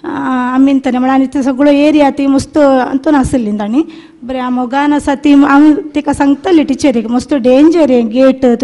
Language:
Konkani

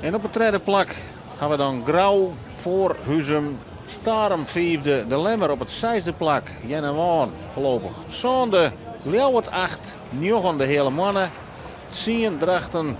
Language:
Western Frisian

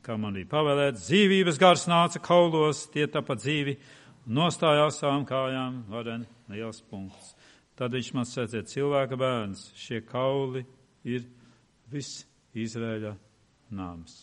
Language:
Latvian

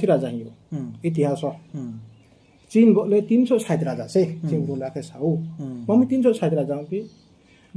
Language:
Riang (India)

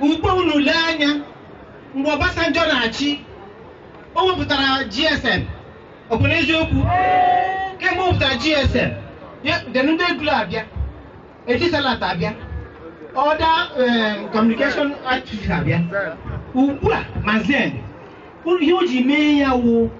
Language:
Igbo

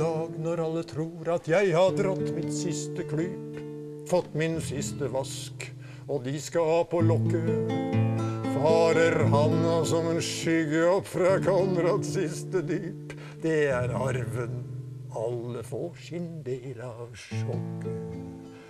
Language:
Norwegian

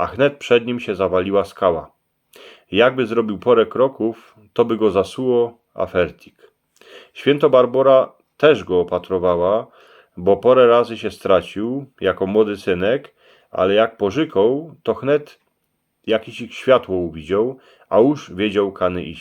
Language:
Silesian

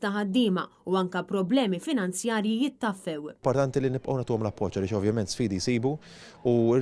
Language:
Maltese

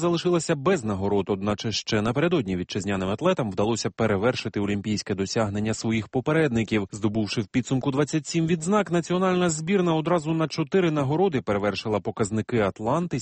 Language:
Ukrainian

